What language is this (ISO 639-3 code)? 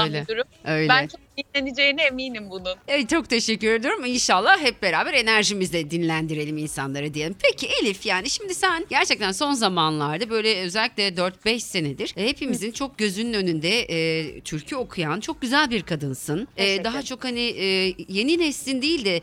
tur